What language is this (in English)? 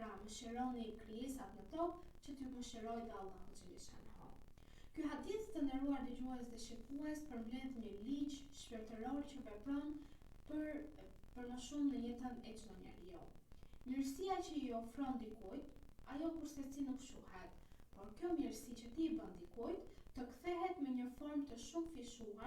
Albanian